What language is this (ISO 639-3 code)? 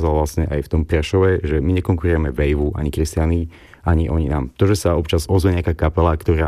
slk